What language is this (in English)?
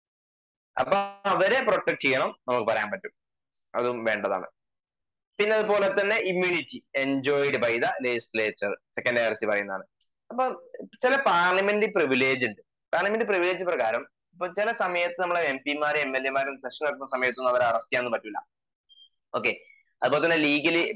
Malayalam